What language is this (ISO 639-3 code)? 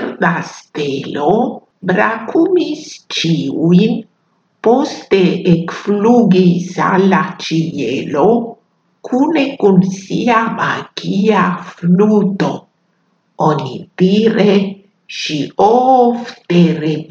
epo